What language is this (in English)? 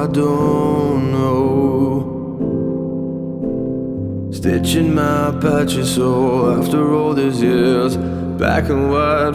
English